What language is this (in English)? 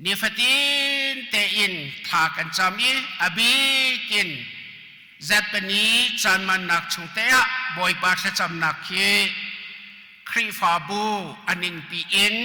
Hakha Chin